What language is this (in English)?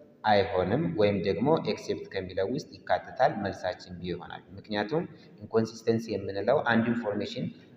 Amharic